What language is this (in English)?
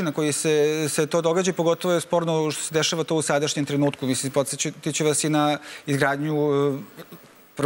Serbian